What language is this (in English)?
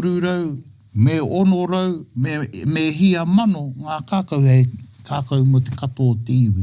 Māori